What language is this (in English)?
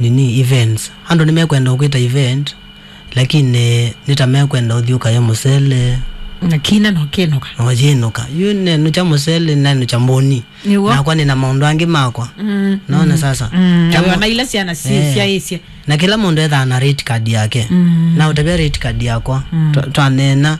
Kamba